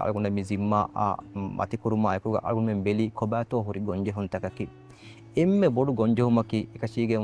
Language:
Divehi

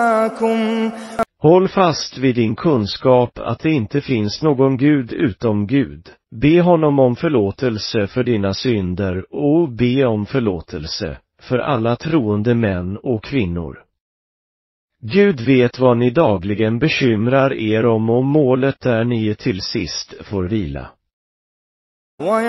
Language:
Swedish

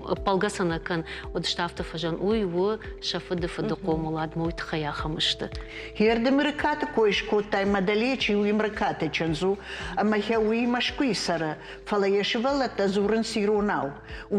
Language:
Ossetic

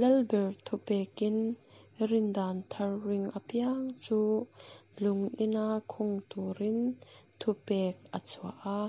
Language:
Mizo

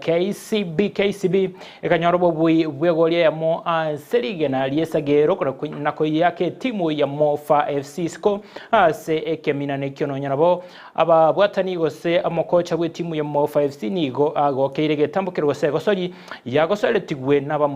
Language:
Gusii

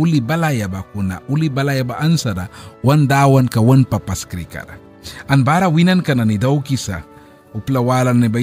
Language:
Mískito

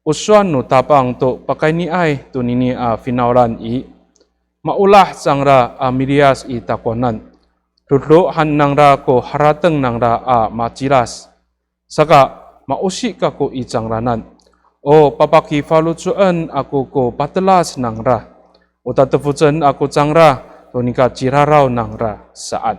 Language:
Amis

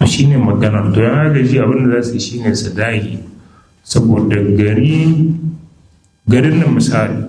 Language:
Hausa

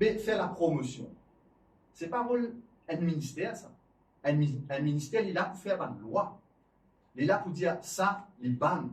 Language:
Morisyen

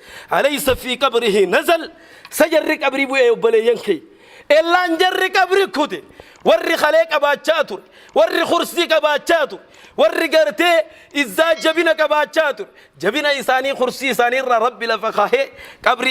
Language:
Oromo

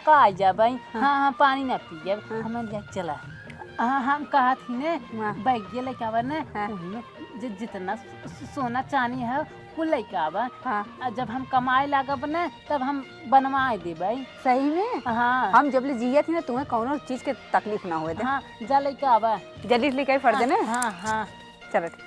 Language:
Awadhi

